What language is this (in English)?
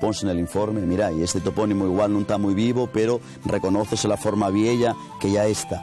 Asturian